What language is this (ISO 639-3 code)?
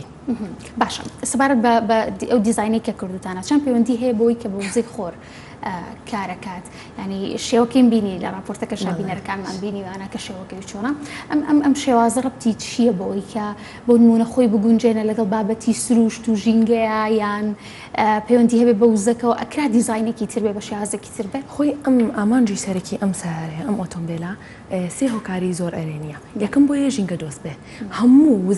ckb